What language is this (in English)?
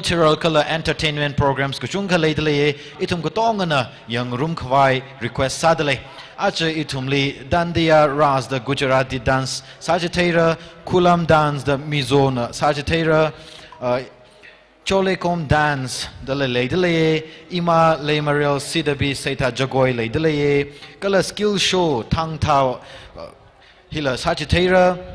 Tangkhul Naga (India)